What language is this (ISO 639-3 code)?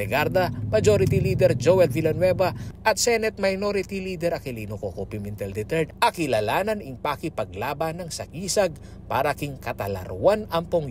pam